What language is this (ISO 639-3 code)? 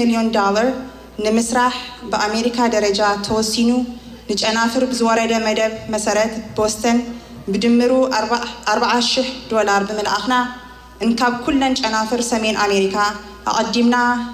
tir